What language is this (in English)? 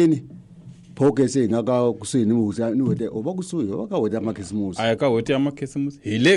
Tsonga